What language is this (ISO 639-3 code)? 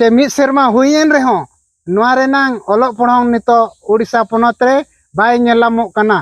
sat